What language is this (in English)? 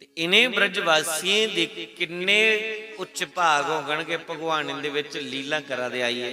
Dogri